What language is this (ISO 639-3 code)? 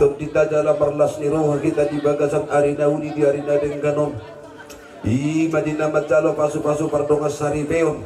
bbc